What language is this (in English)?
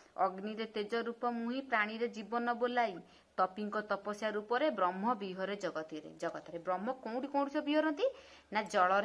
Odia